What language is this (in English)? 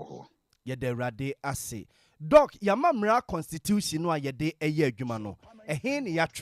Akan